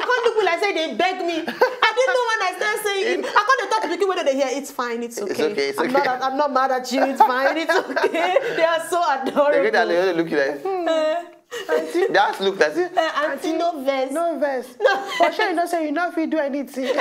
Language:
Nigerian Pidgin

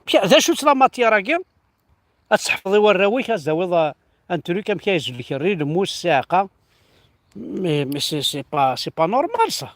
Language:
Kabyle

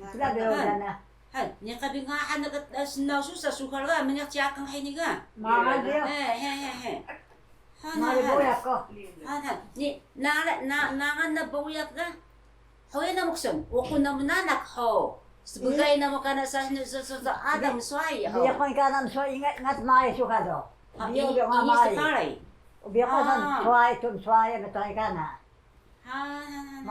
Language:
Taroko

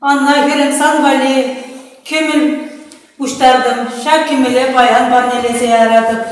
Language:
Chuvash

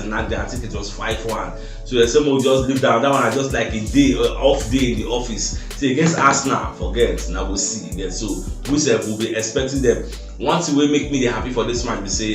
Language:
Nigerian Pidgin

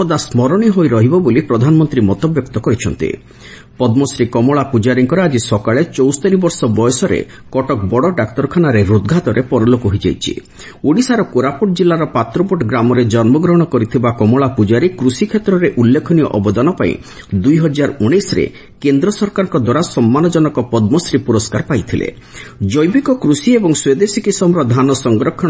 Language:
Odia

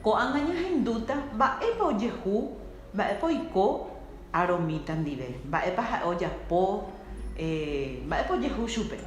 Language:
Guarani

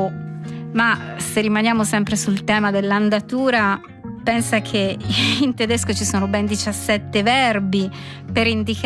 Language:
Italian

